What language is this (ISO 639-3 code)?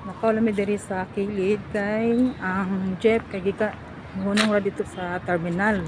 ceb